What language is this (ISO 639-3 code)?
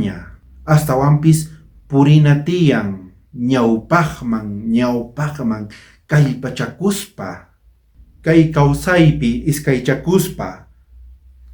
quh